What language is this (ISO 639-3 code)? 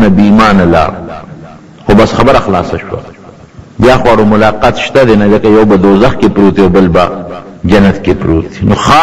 pus